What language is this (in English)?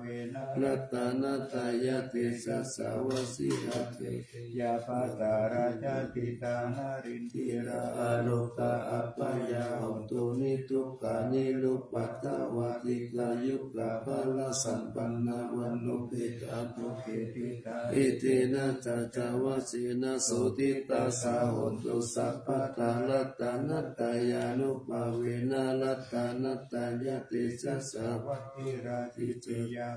Pali